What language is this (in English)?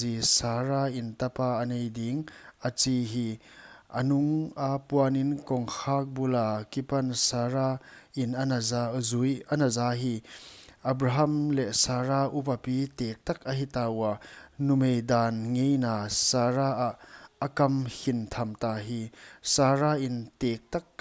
Paite Chin